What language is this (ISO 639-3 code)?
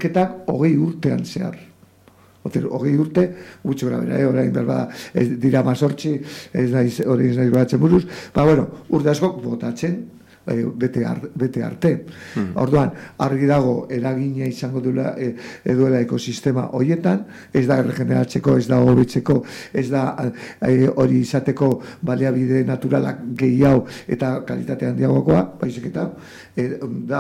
eus